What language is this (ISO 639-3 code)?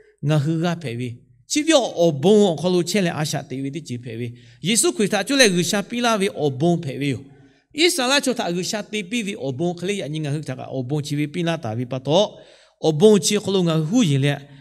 lhu